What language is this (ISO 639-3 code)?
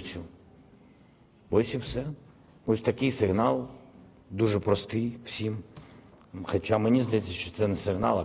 ukr